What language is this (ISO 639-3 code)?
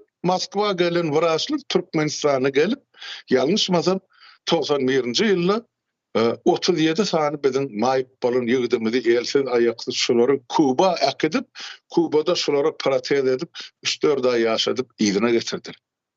tuk